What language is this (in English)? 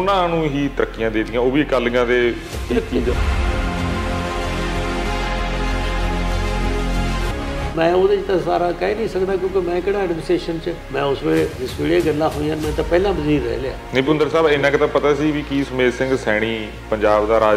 Punjabi